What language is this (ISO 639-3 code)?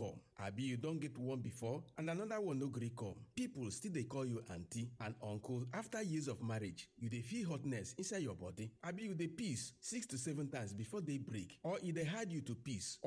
pcm